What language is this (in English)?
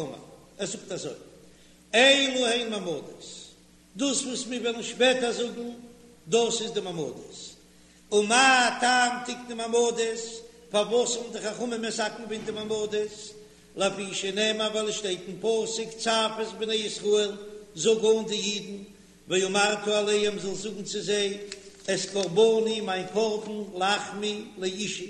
Yiddish